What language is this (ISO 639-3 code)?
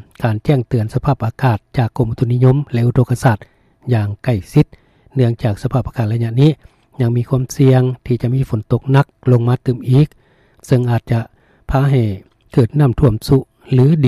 lao